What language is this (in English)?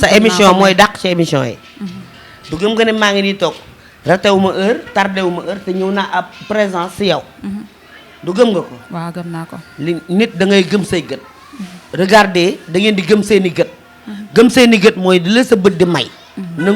Wolof